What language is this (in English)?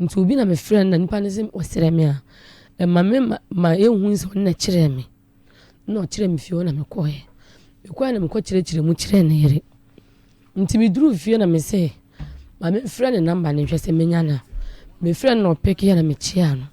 Akan